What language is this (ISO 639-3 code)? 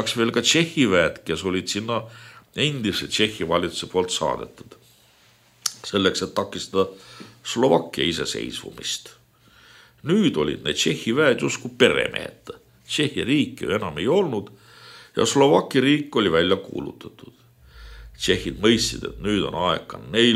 est